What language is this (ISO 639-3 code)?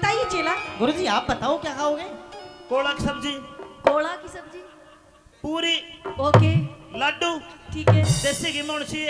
bgc